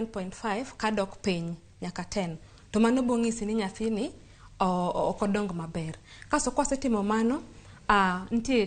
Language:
Luo (Kenya and Tanzania)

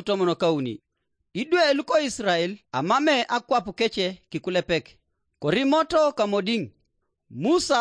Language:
Teso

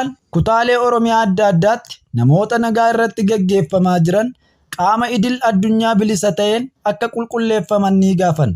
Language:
Oromo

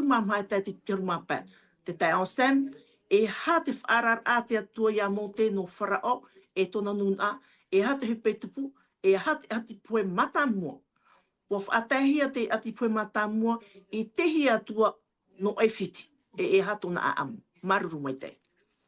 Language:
Tahitian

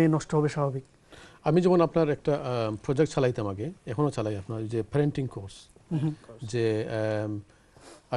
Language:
Bangla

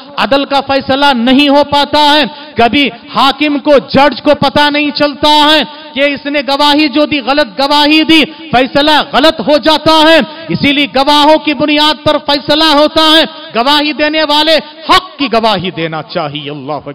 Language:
Urdu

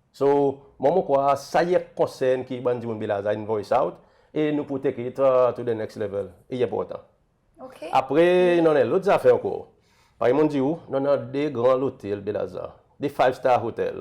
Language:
Seselwa Creole French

